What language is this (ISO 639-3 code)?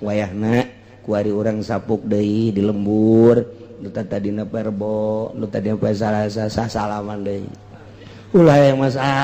sun